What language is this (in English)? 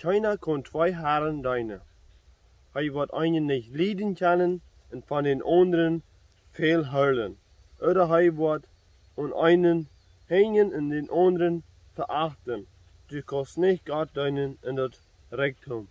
Plautdietsch